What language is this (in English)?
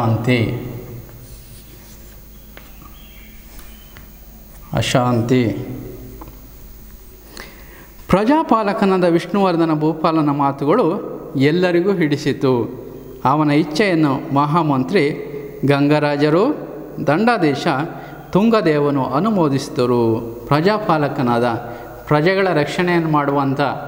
Kannada